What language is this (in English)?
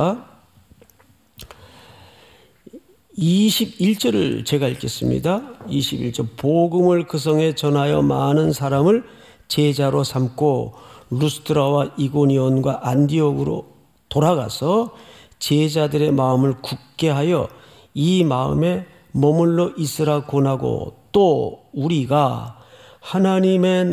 Korean